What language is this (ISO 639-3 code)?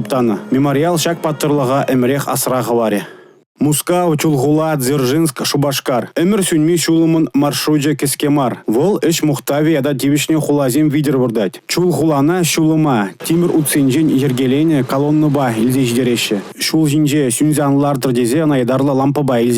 chv